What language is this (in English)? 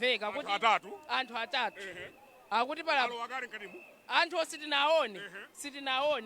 Nyanja